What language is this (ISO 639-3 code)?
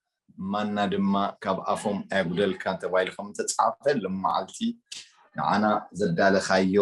tir